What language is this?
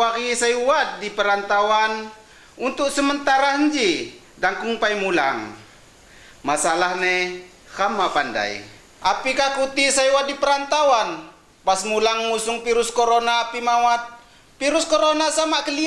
Lampung Api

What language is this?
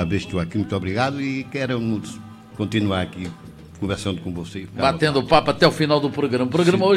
Portuguese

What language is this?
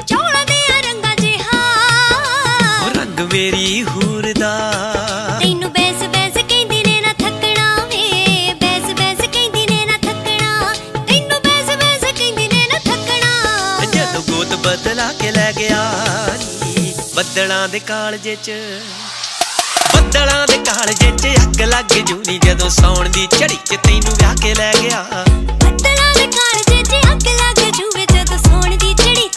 Punjabi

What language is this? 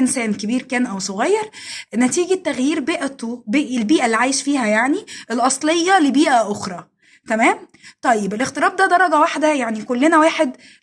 Egyptian Arabic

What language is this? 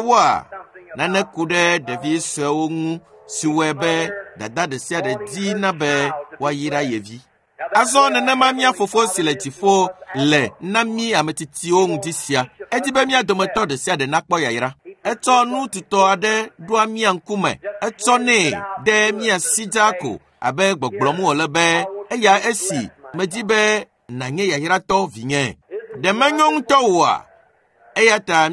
Ewe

